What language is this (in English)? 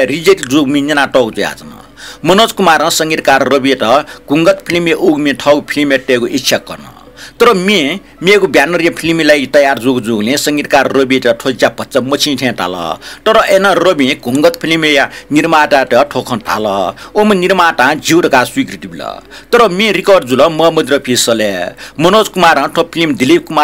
Newari